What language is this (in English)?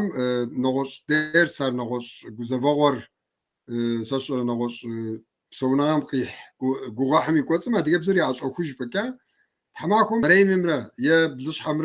Kabardian